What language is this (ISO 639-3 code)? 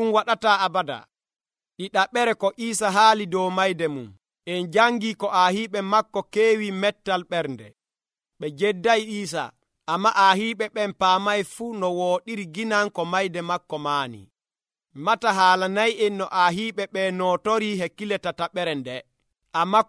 fuv